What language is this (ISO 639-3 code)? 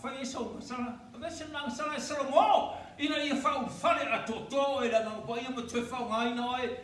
smo